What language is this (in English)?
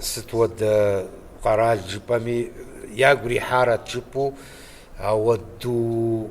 Kabardian